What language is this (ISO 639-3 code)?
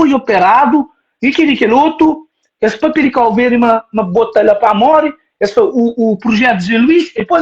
kea